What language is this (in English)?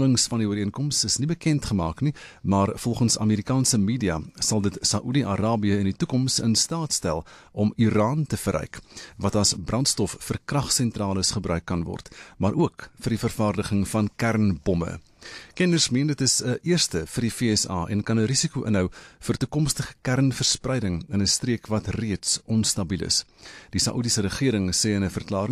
Afrikaans